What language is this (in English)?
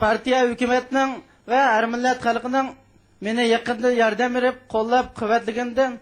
Uyghur